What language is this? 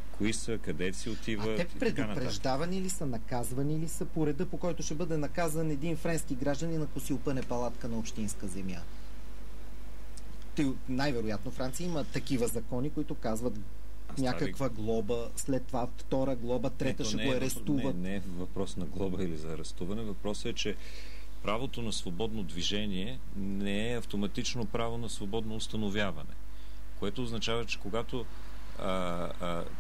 Bulgarian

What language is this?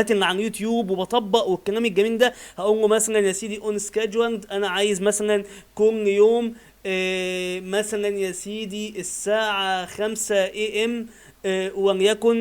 Egyptian Arabic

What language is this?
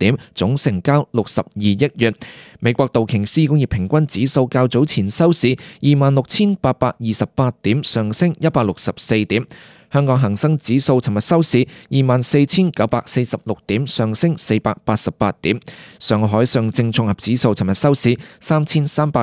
Cantonese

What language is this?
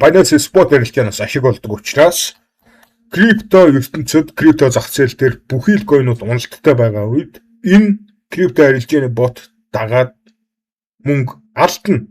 Mongolian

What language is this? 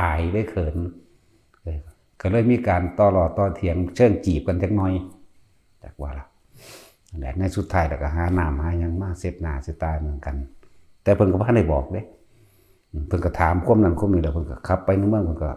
Northeastern Thai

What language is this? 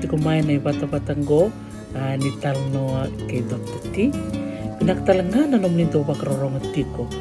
Fijian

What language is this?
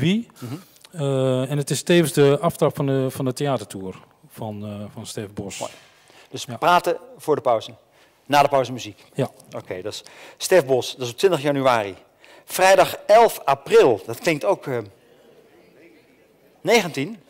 Dutch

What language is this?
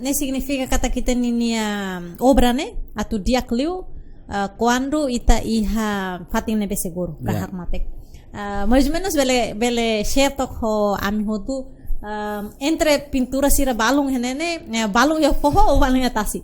Tetum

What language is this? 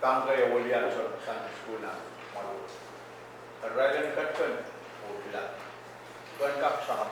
Pohnpeian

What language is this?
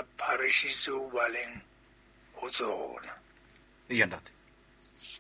Southern Sotho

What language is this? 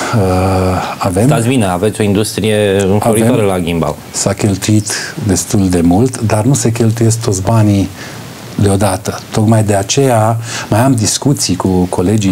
Romanian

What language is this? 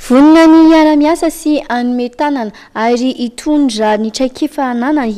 Malagasy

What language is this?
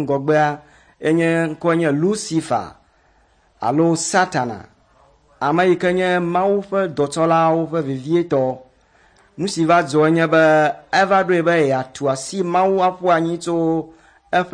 Ewe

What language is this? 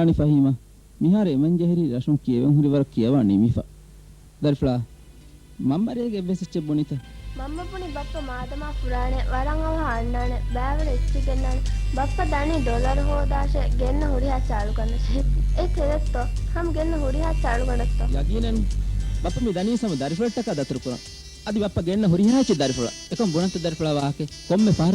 Divehi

